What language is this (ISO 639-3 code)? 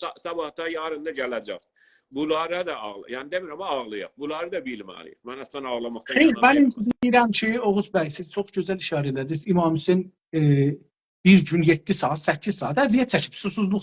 azb